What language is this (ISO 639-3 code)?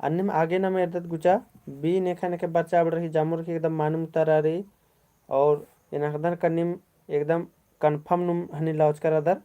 kru